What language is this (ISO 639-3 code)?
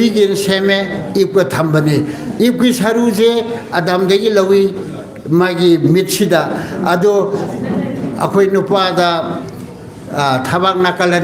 mni